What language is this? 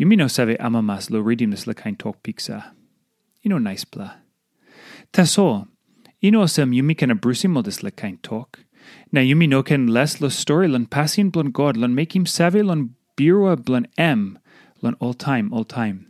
Tok Pisin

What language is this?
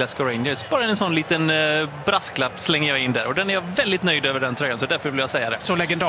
Swedish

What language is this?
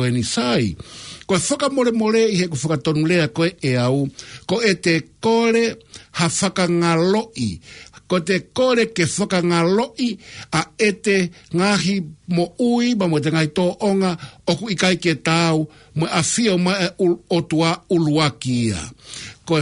Tongan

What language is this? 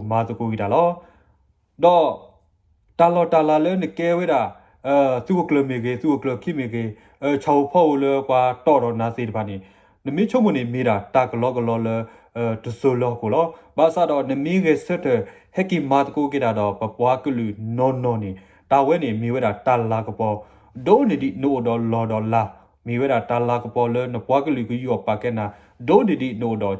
S'gaw Karen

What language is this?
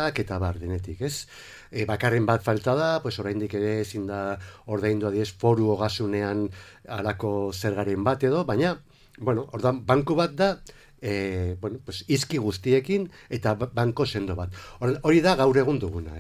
Basque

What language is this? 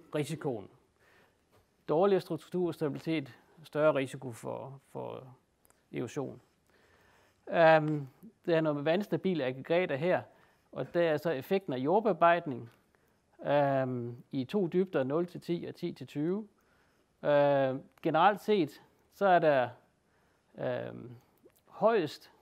Danish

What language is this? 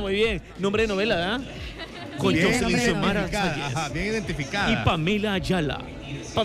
Spanish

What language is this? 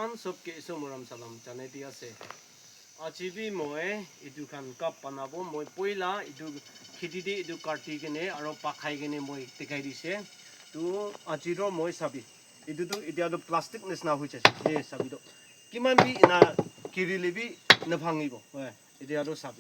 Naga Pidgin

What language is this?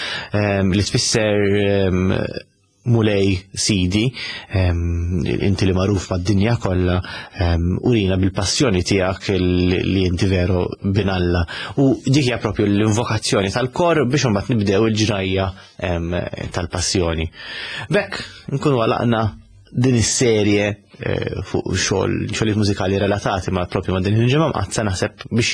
Maltese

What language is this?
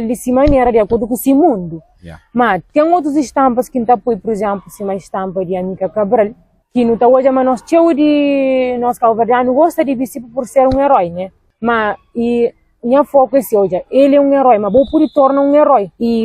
Kabuverdianu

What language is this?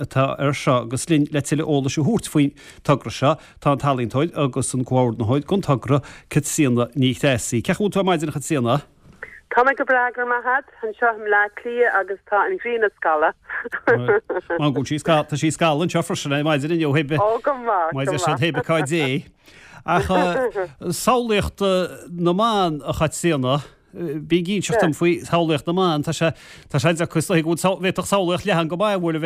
Irish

